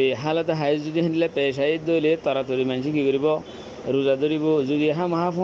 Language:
Rohingya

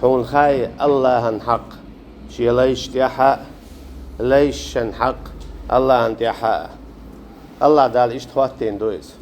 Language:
Chechen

